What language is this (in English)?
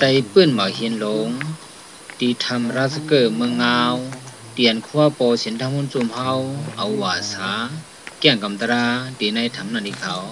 Shan